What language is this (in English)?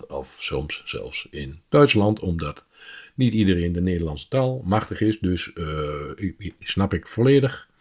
Dutch